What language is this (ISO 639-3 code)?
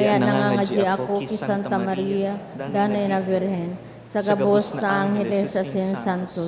bik